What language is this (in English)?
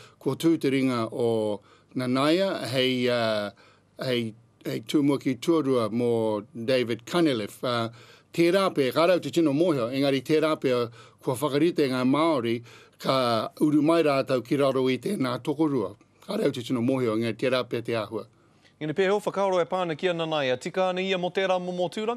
Māori